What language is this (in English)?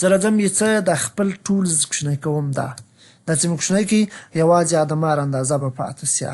Pashto